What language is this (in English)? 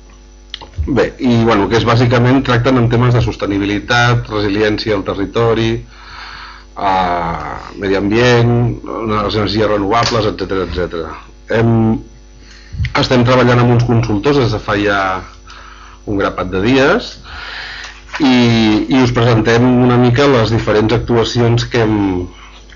Catalan